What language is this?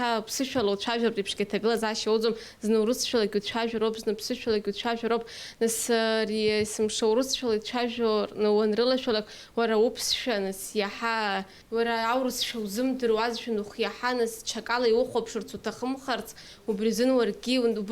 Abkhazian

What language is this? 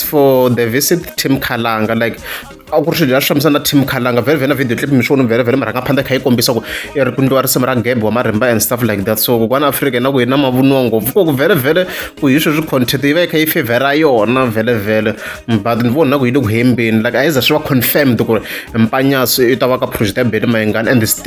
Tsonga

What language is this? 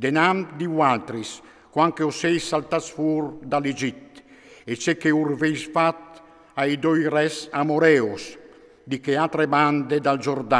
Friulian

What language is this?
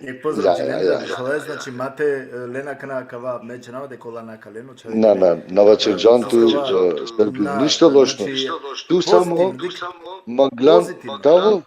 Balkan Romani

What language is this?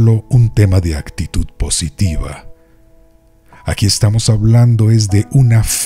Spanish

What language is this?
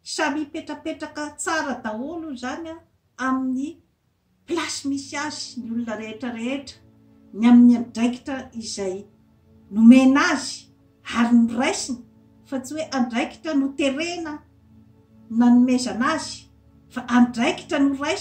Malagasy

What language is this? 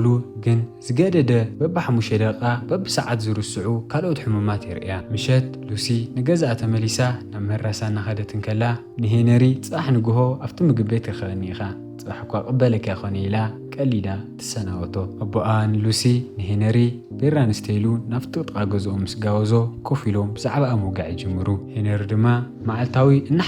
Tigrinya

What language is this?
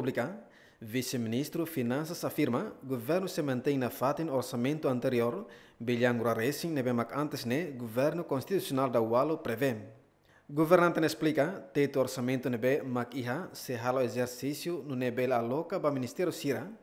Tetum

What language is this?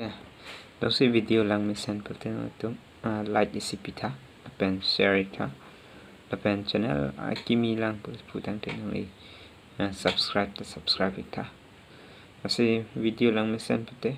Karbi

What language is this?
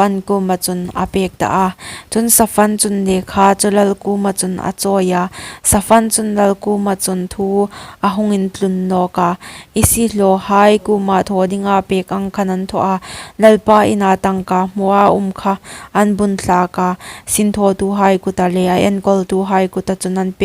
Hmar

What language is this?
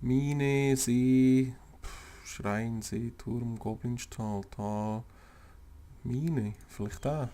Swiss German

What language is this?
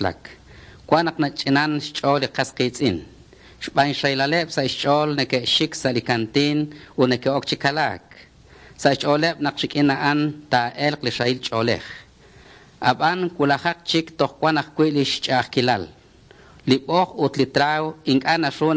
Kekchí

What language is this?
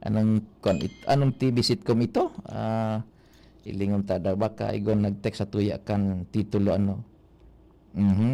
Bikol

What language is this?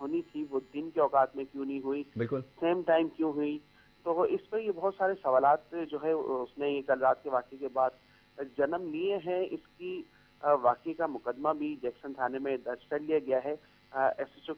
Urdu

